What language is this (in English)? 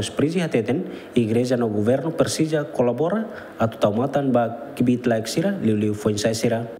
Tetum